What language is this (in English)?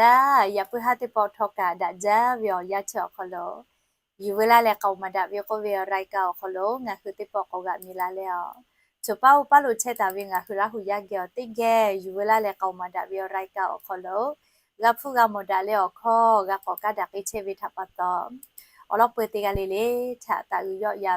Lahu